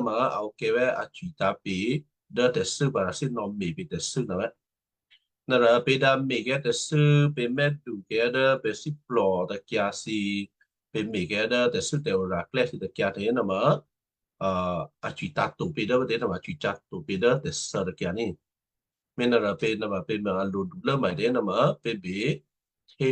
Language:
Western Kayah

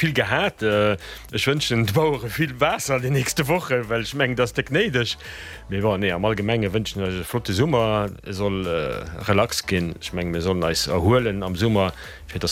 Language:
Luxembourgish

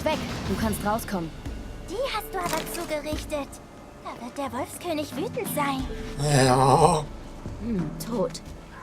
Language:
Swiss German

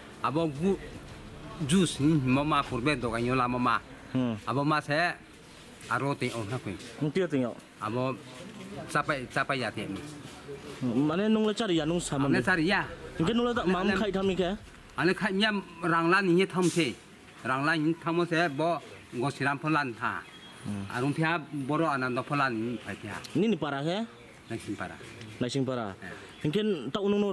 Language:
Riang (India)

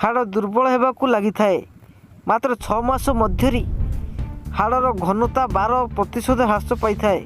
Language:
Odia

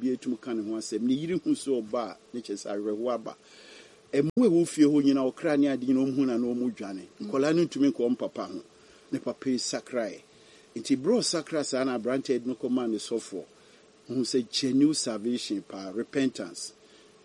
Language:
Akan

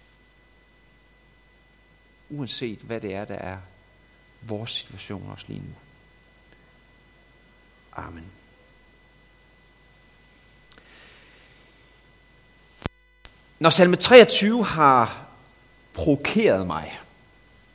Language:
Danish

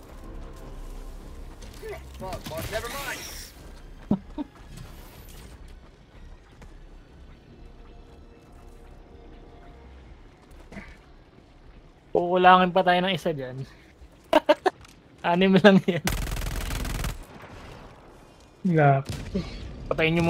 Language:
Filipino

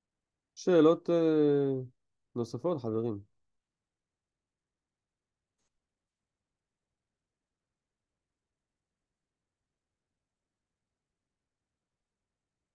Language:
Hebrew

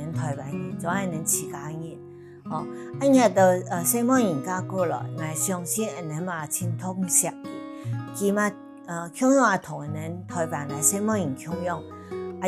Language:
Hakka Chinese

